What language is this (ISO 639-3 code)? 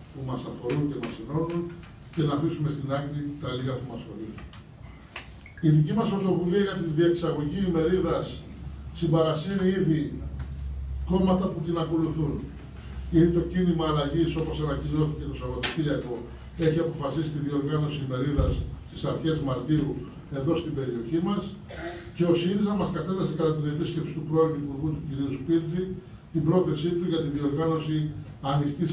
ell